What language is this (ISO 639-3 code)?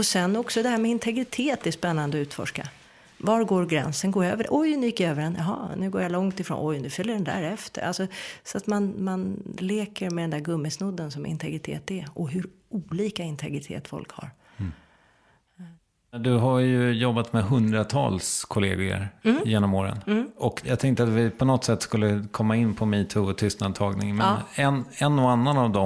swe